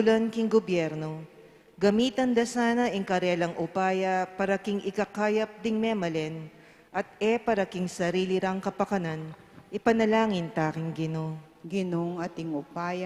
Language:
Pampanga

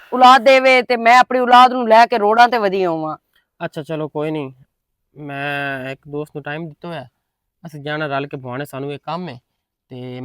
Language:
Western Panjabi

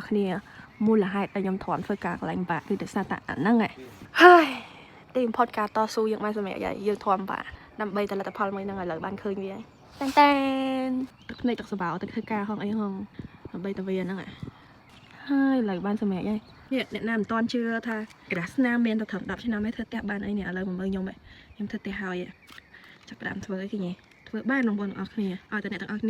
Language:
Khmer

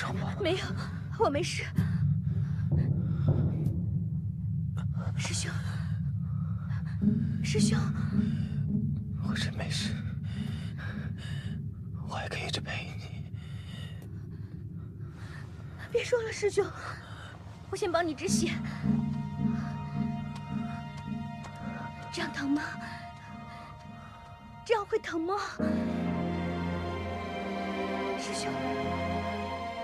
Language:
Chinese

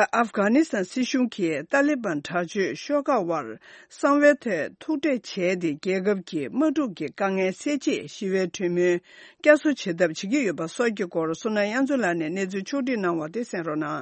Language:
Tibetan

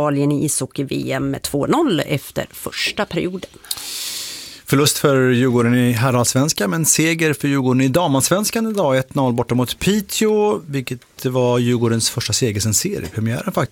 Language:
Swedish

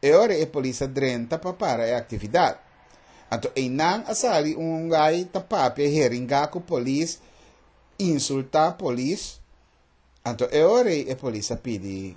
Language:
Papiamento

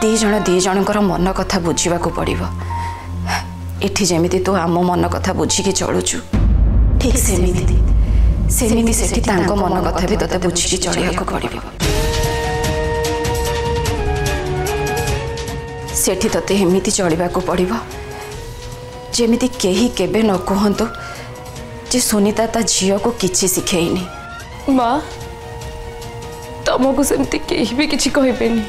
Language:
Odia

